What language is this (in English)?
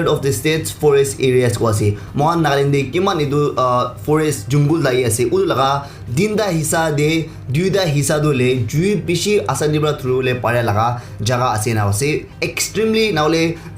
Naga Pidgin